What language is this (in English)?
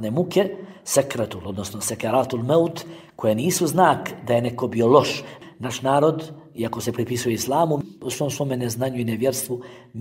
Bosnian